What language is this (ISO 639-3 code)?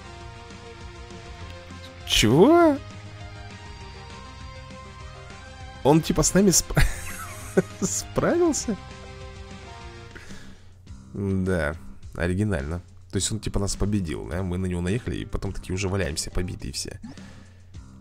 rus